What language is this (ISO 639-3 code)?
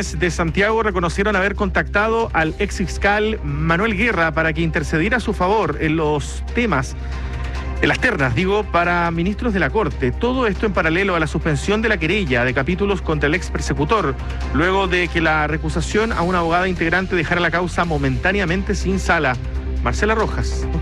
spa